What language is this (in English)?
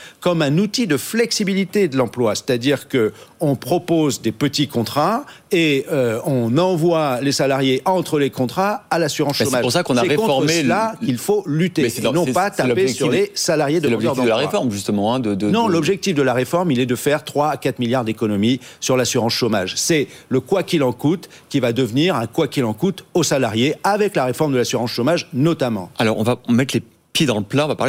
French